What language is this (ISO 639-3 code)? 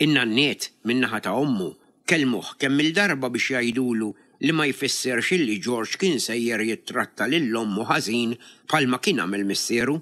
mlt